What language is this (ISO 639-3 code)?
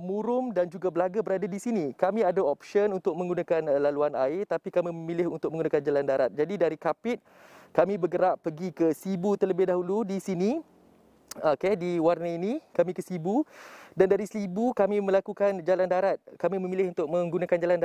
msa